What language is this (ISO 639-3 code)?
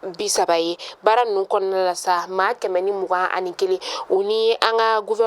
bam